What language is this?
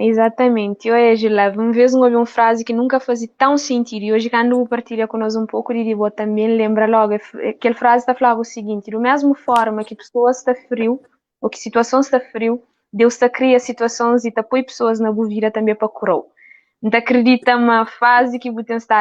Kabuverdianu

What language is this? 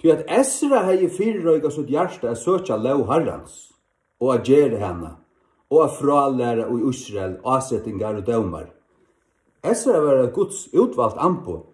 Faroese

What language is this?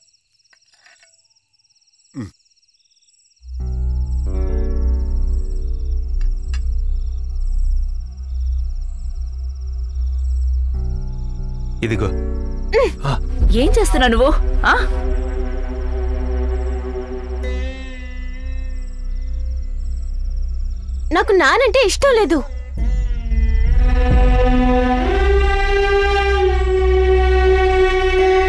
Telugu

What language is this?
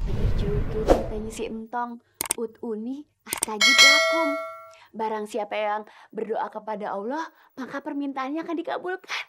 Betawi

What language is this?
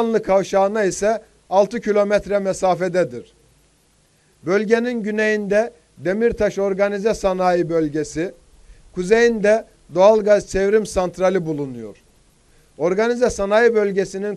Turkish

